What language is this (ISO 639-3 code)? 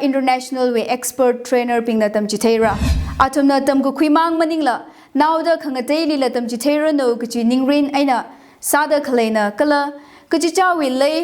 nmf